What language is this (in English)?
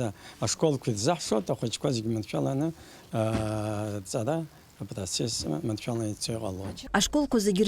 Abkhazian